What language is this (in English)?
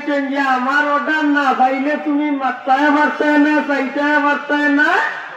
Sylheti